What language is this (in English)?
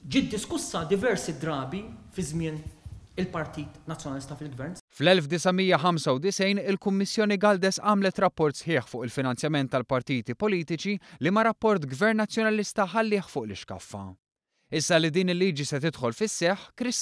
Maltese